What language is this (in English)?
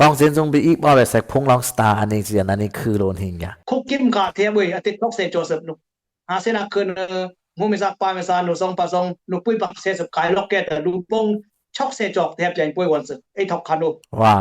Dimasa